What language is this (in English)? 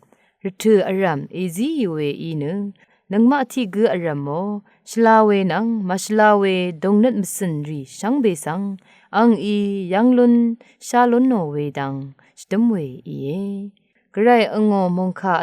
Rawang